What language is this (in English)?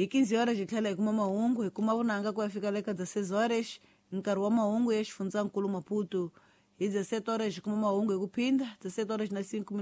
Tsonga